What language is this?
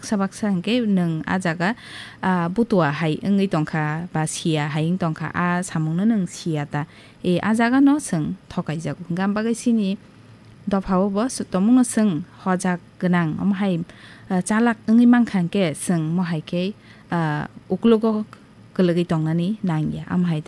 Kok Borok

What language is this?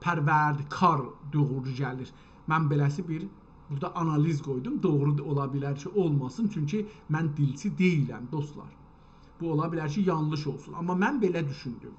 South Azerbaijani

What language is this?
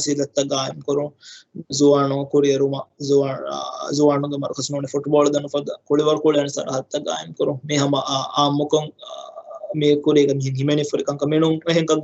Divehi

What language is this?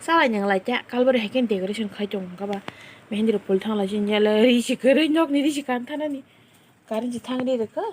Kok Borok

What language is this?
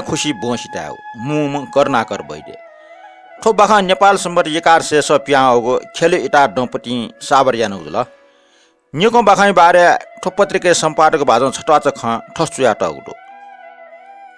Newari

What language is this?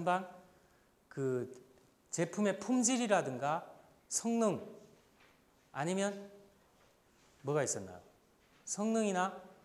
Korean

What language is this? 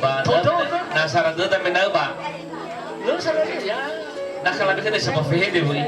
Nias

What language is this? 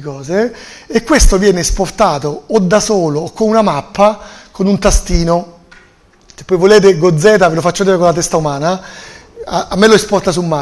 Italian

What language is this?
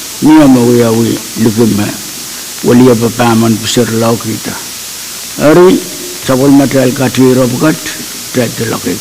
Pohnpeian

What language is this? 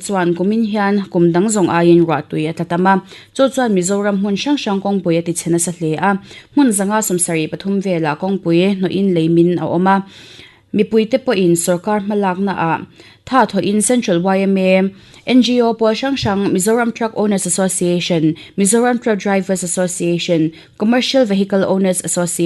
Mizo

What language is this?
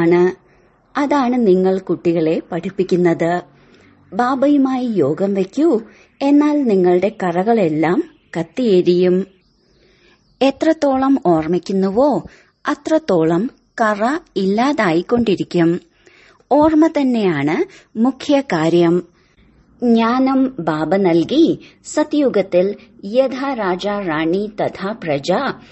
Malayalam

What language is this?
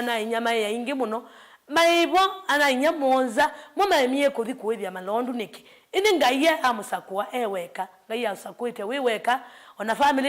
Kamba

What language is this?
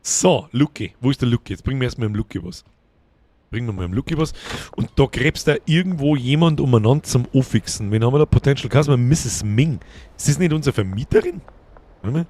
Bavarian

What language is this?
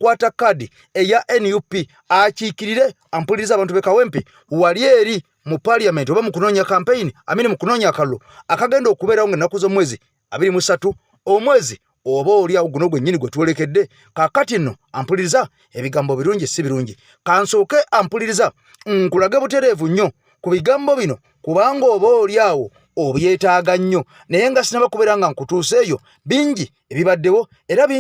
Ganda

